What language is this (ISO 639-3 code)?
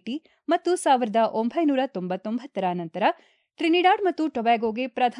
kan